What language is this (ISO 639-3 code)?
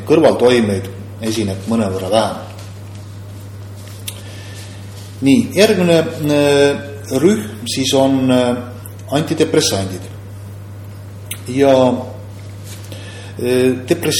est